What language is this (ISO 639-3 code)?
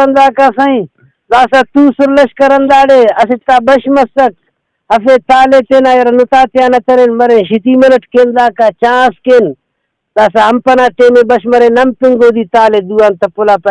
brh